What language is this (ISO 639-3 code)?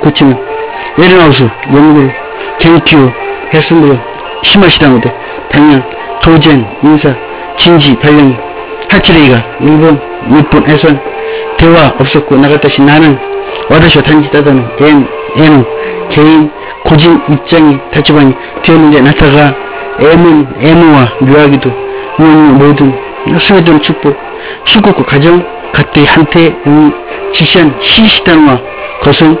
kor